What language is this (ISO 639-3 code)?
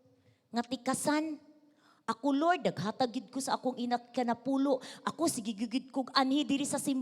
ceb